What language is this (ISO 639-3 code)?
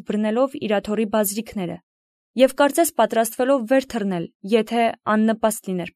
hye